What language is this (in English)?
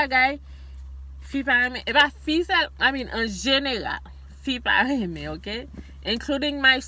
Haitian Creole